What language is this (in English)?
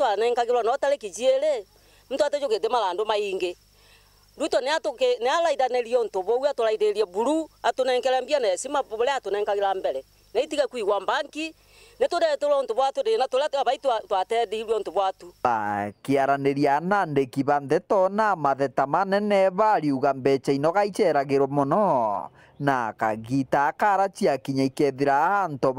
Meru